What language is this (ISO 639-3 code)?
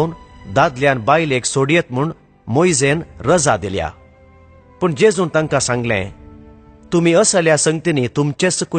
kok